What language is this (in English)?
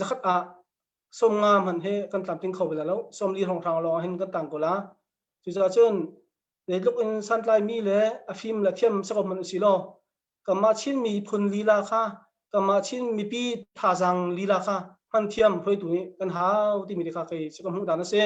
Hakha Chin